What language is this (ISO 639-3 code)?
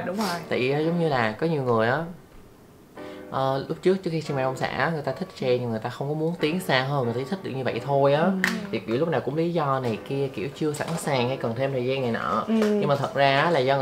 vie